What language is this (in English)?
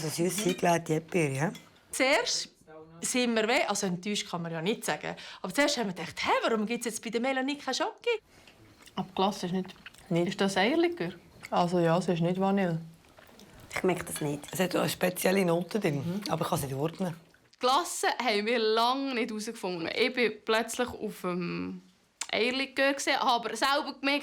Swiss German